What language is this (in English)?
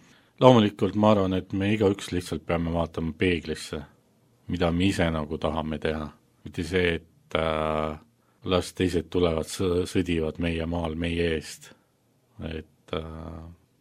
Estonian